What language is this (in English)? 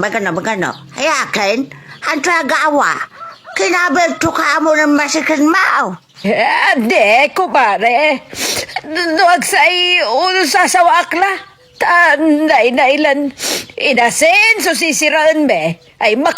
Pangasinan